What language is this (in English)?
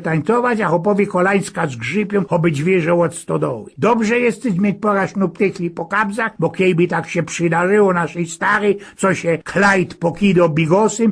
Silesian